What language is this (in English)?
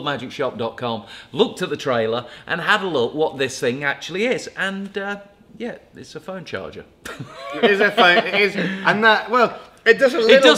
English